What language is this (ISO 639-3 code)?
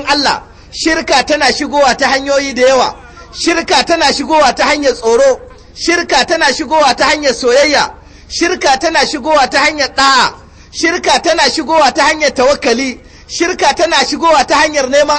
hau